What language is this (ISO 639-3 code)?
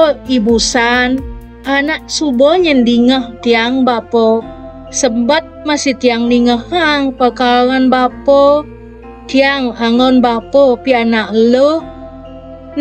ban